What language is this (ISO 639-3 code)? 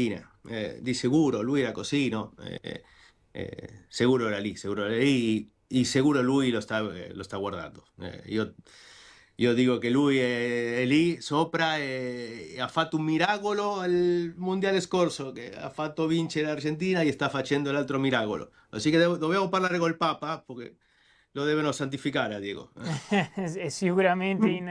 ita